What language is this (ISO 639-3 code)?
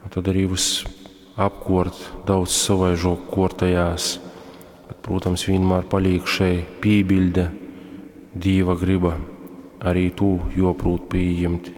ltg